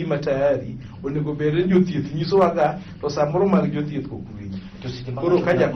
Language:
Luo (Kenya and Tanzania)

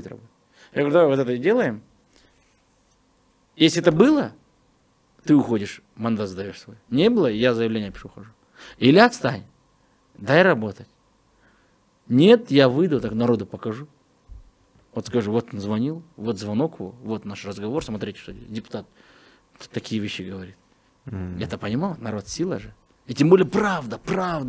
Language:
Russian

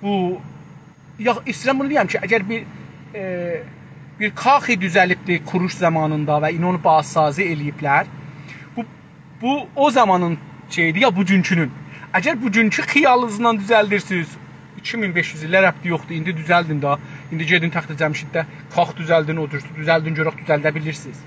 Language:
South Azerbaijani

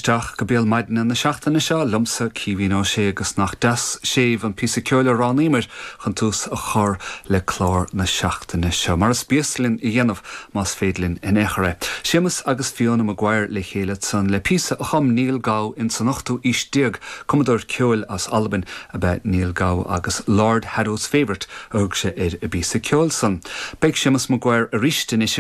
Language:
Irish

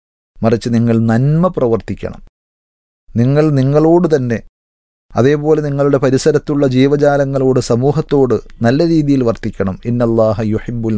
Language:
Malayalam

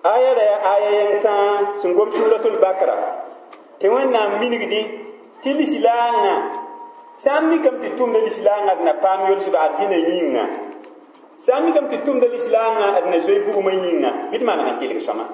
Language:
Mossi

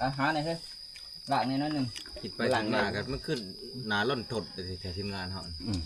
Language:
Northeastern Thai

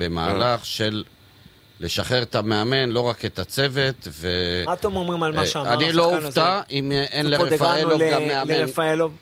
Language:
Hebrew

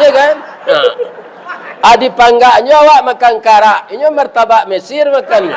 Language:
Minangkabau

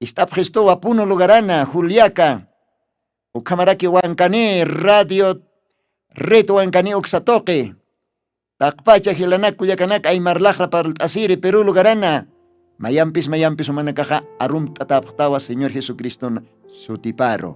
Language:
Aymara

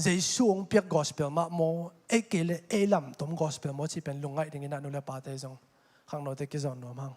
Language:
Tedim Chin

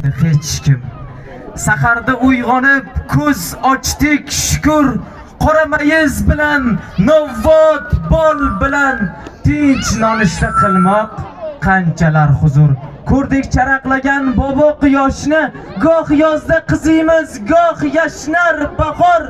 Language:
Uzbek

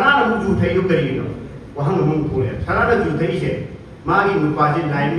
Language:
Manipuri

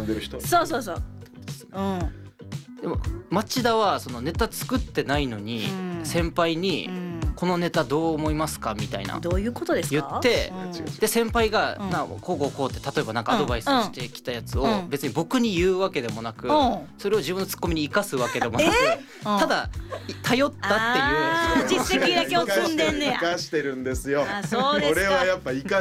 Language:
Japanese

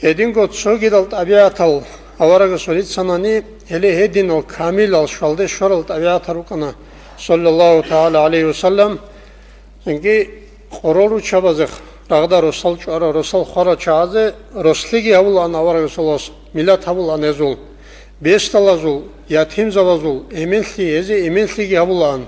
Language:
Avaric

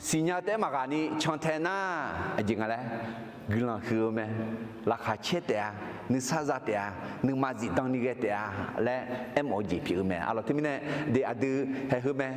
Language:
Akha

